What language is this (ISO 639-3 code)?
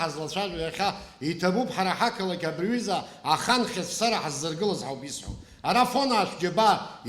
abk